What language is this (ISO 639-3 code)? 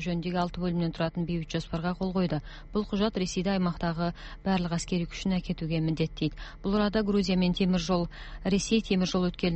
kaz